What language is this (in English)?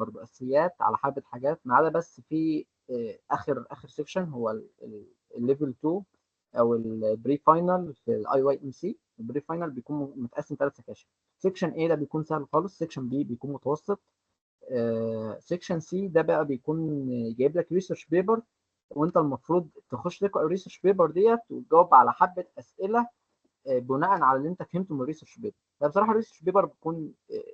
Egyptian Arabic